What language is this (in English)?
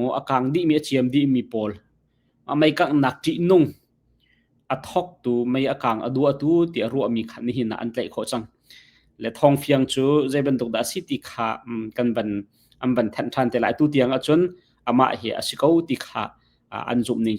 Hakha Chin